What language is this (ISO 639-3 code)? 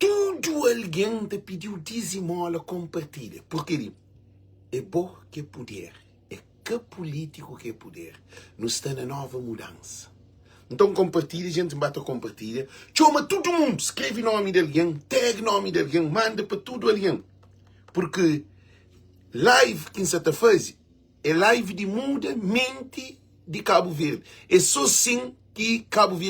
kea